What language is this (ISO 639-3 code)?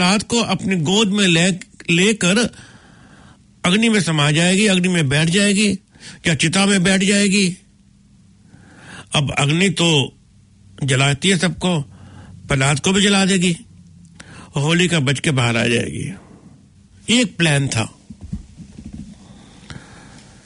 hin